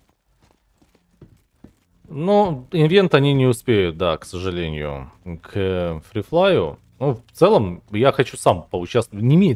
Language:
Russian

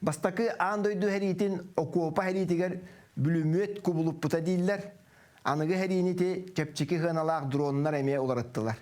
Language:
Yakut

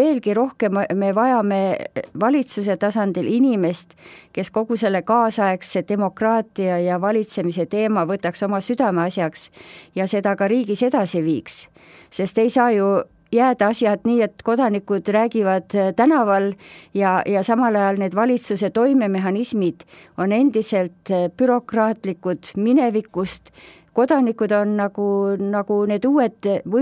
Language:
Estonian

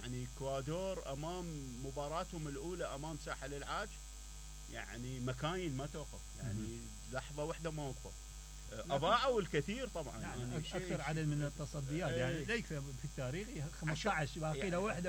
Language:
Mesopotamian Arabic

